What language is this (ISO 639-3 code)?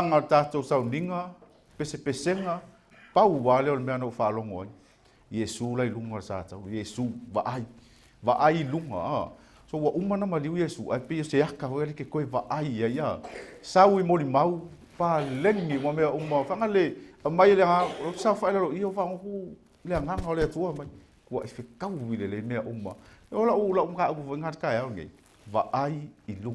smo